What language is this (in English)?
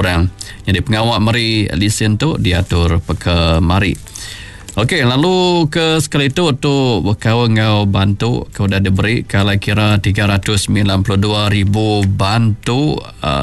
Iban